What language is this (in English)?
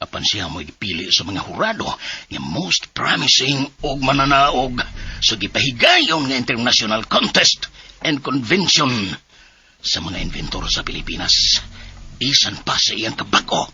Cebuano